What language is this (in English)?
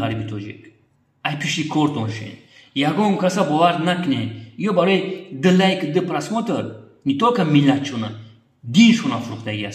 Tajik